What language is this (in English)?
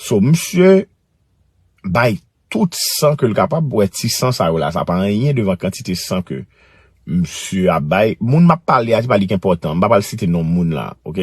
Haitian Creole